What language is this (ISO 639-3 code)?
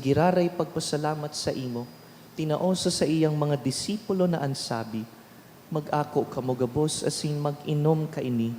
bik